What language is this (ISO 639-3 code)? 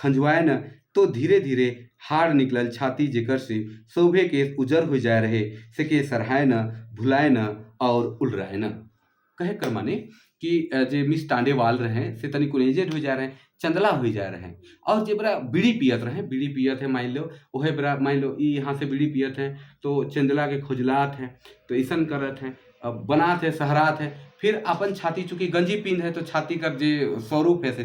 sck